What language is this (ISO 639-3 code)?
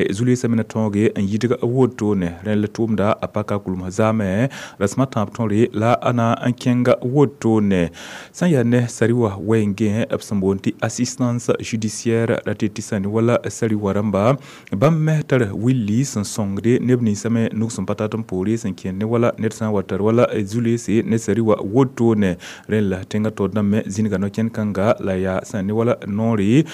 mos